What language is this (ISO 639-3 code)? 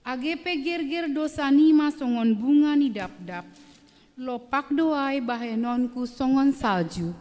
bts